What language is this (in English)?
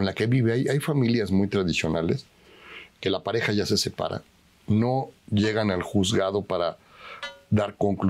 Spanish